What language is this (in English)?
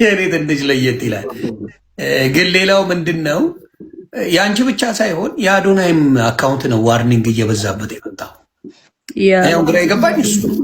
Amharic